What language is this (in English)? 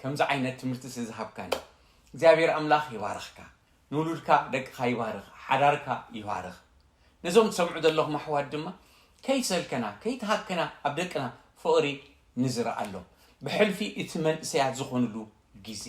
Tigrinya